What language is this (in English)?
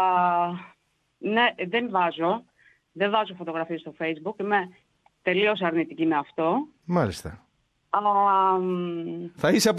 Greek